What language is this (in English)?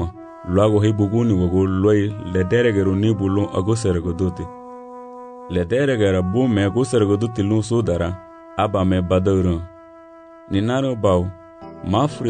Garifuna